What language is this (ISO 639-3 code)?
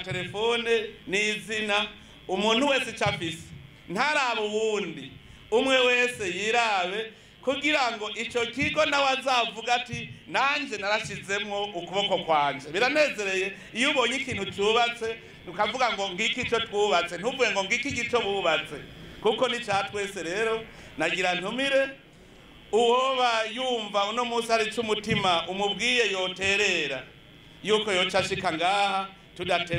run